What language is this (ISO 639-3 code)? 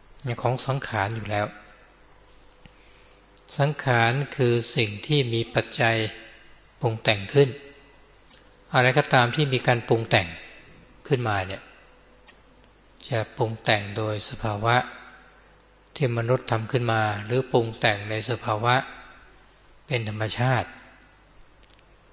tha